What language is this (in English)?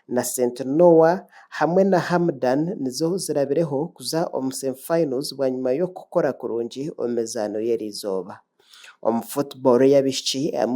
Nyankole